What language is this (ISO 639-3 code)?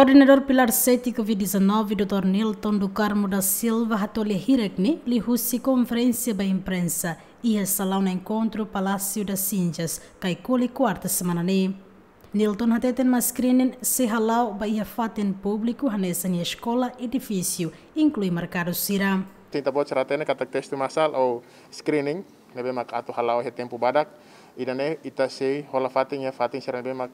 tet